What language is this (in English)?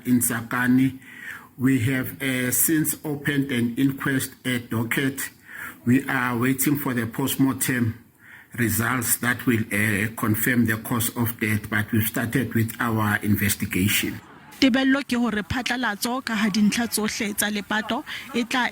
Southern Sotho